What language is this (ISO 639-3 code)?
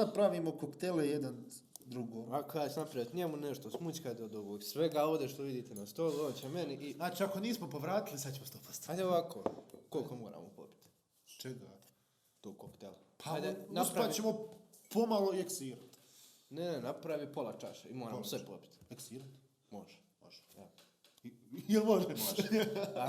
bos